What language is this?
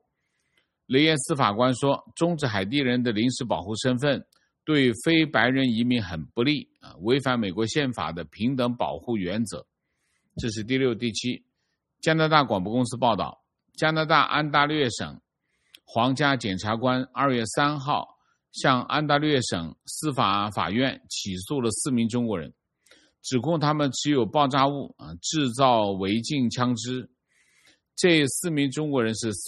Chinese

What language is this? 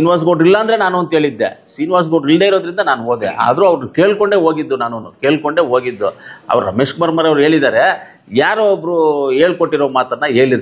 Kannada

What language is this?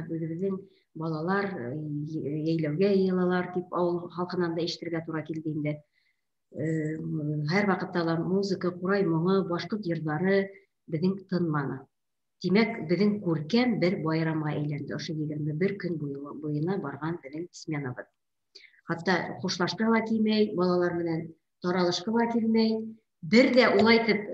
Bashkir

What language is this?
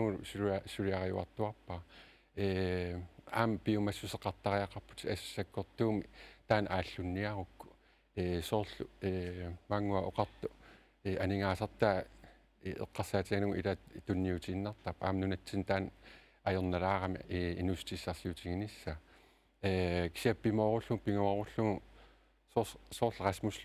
Kalaallisut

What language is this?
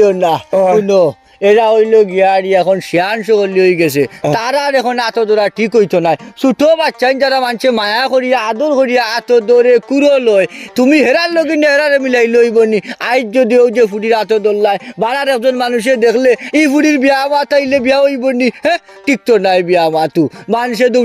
Sylheti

